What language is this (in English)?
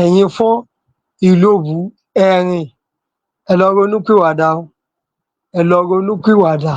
Yoruba